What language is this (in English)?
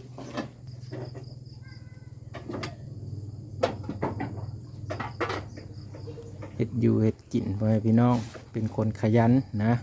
Lao